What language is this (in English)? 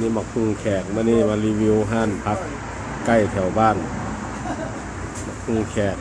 Lao